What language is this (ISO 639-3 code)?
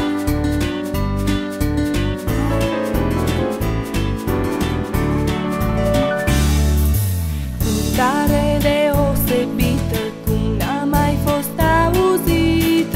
ron